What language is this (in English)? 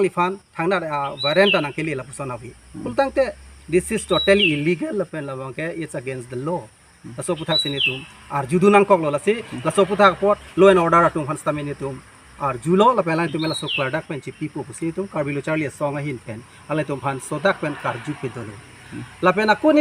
Karbi